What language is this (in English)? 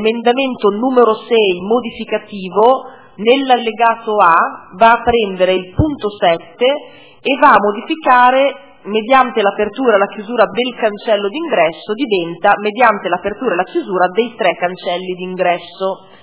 Italian